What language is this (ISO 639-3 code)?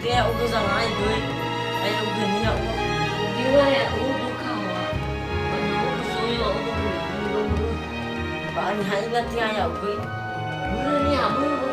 nia